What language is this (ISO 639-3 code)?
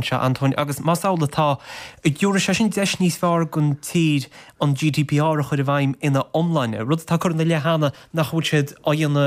gle